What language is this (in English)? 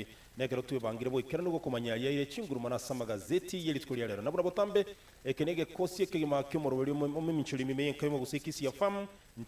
Gusii